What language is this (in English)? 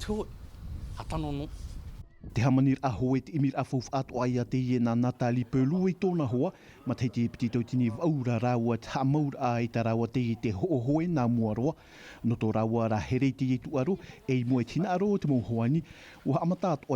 Tahitian